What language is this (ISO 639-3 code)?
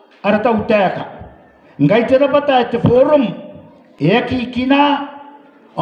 gil